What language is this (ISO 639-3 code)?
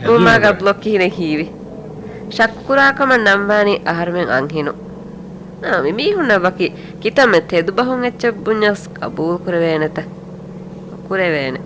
div